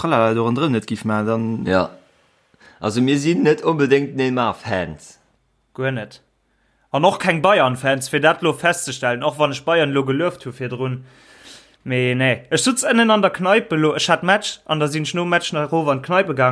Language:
Luxembourgish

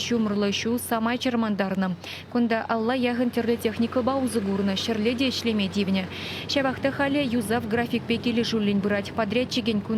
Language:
Chuvash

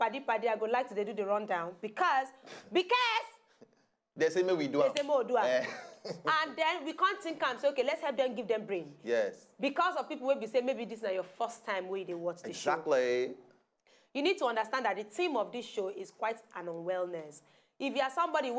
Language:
Nigerian Pidgin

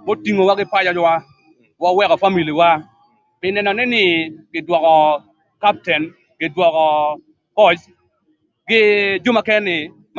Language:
Acoli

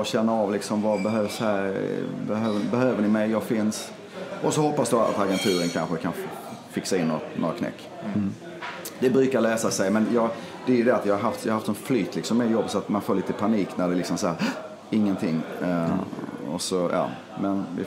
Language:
Swedish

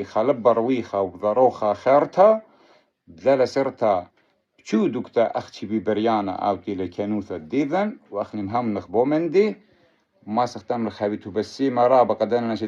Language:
Assyrian Neo-Aramaic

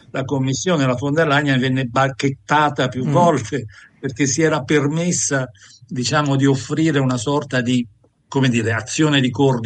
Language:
Italian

